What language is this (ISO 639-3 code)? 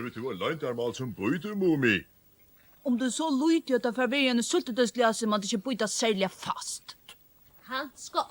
fao